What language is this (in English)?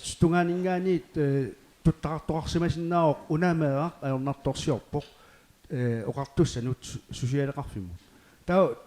Kalaallisut